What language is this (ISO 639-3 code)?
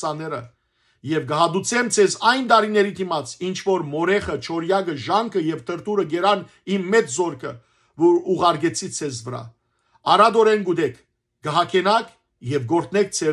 hyw